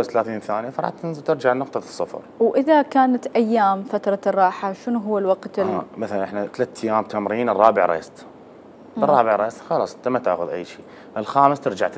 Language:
Mesopotamian Arabic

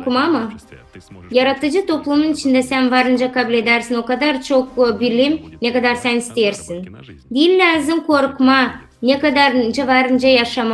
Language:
Gagauz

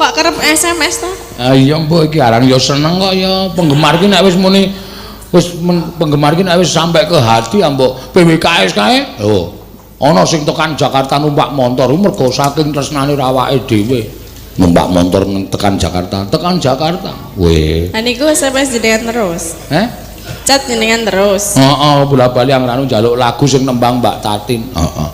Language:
Javanese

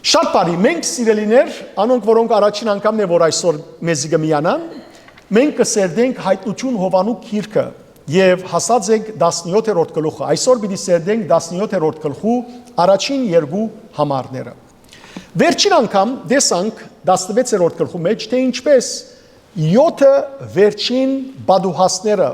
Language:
Western Armenian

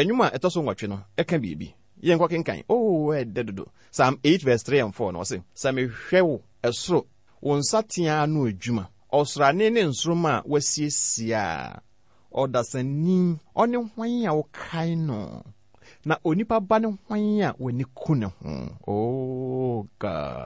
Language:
Akan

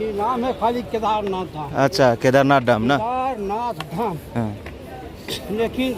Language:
Dimasa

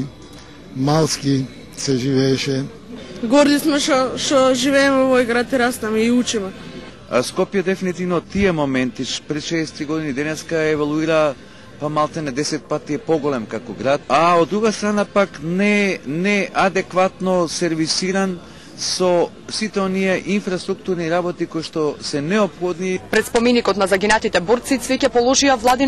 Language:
Macedonian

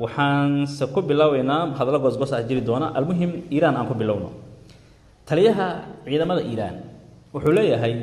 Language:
Somali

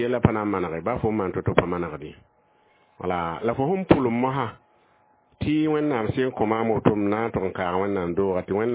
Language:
Mossi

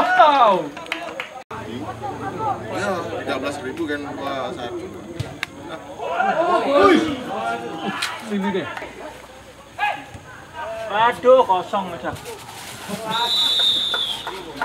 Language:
Indonesian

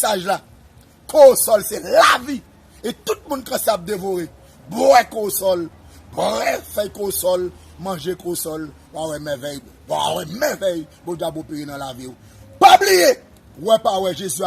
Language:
Haitian Creole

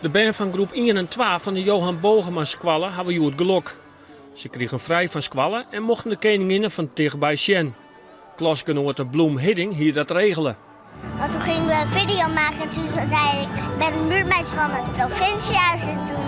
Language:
Western Frisian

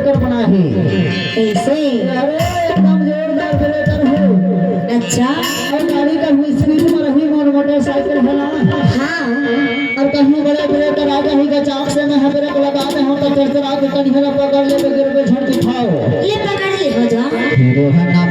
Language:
Chhattisgarhi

